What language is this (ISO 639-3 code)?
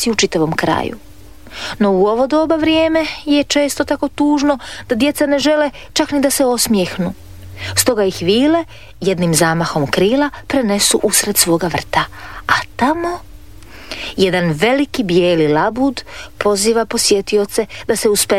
hrv